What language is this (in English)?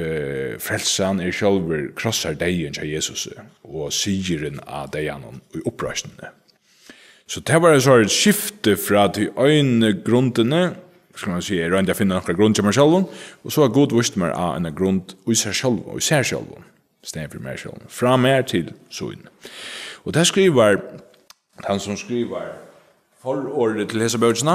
Faroese